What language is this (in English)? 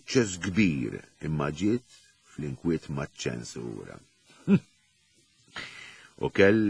Maltese